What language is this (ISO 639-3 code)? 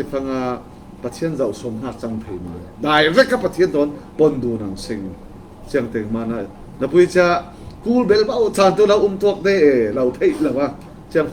cfm